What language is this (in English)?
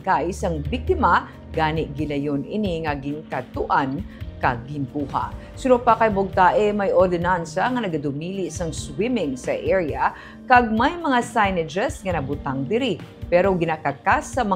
Hiligaynon